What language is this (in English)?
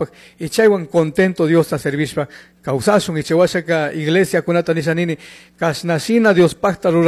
Chimborazo Highland Quichua